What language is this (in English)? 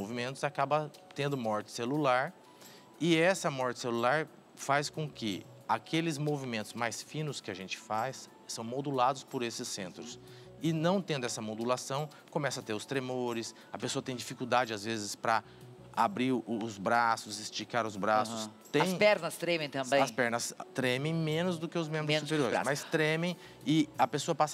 Portuguese